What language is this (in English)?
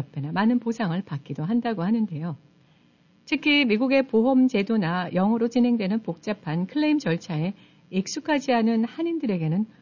Korean